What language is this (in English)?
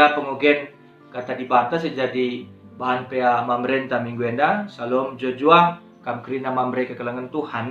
Batak Karo